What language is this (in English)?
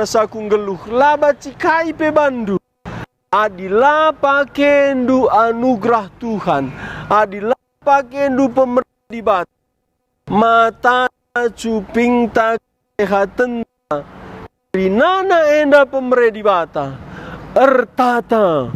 Batak Karo